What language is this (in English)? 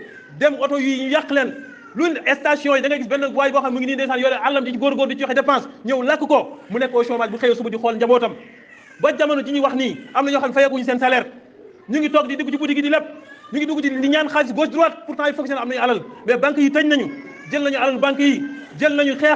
Wolof